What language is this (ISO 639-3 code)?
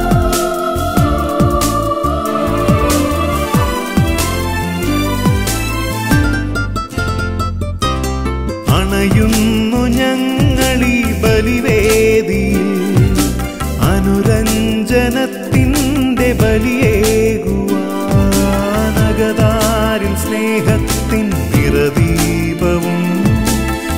mal